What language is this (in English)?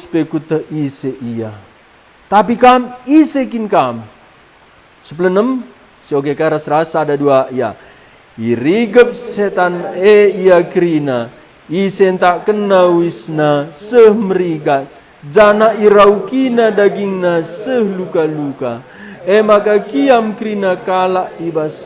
Batak Karo